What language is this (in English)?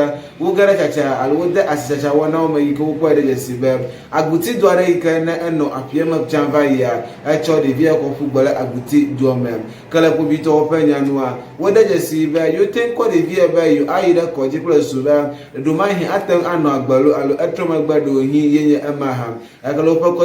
Ewe